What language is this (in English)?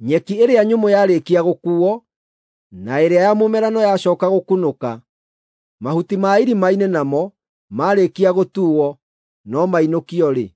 Kikuyu